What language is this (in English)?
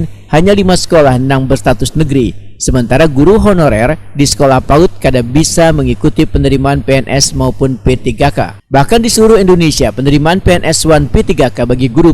Banjar